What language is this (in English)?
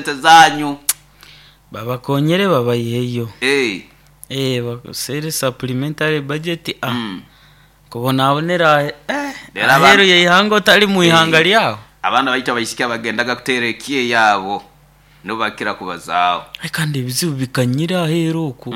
Nyoro